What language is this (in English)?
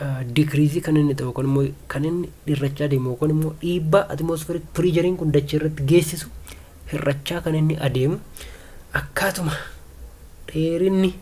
Oromo